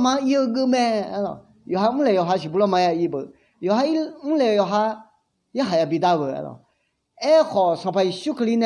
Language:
Akha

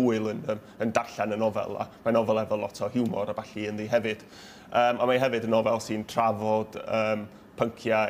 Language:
Welsh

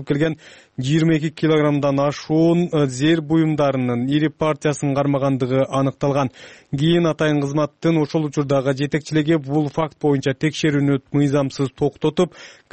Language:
Kyrgyz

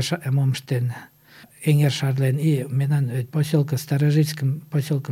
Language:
Mari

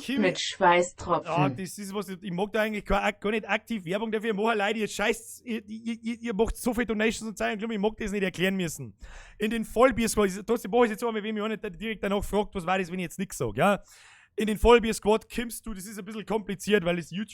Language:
Bavarian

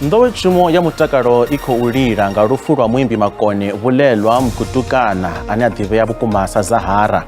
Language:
Venda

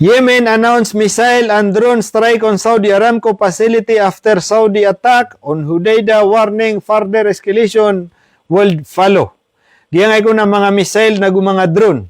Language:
Maranao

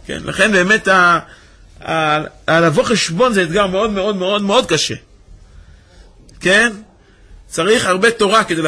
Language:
Hebrew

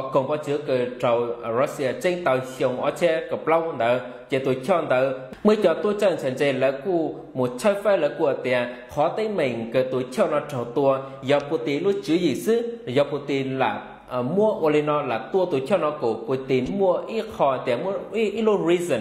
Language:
Vietnamese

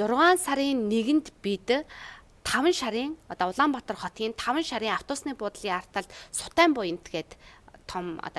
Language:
Mongolian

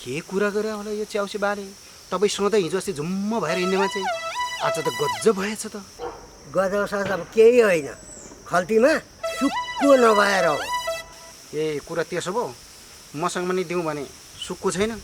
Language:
Nepali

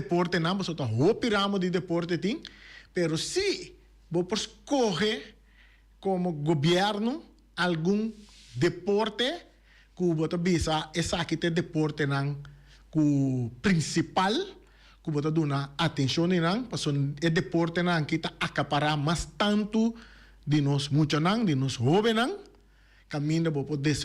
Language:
Papiamento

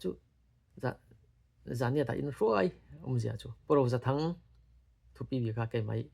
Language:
Falam Chin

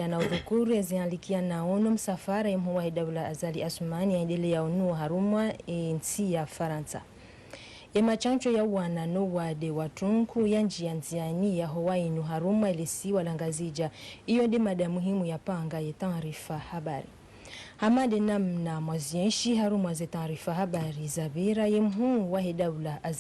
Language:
Ngazidja Comorian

